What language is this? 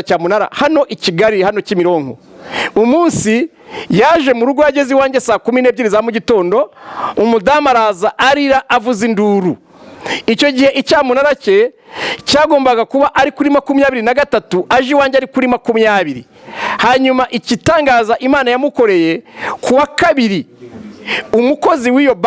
Kinyarwanda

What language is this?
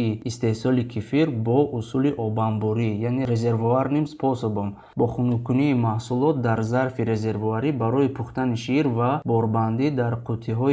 Tajik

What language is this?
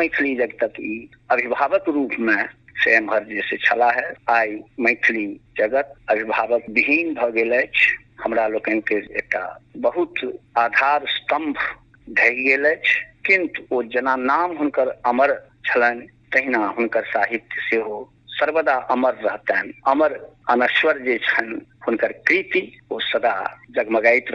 Maithili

